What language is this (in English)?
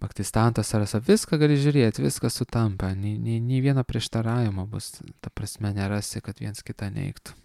Lithuanian